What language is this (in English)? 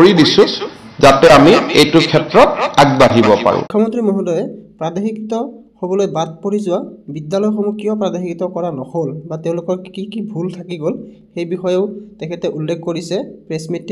Assamese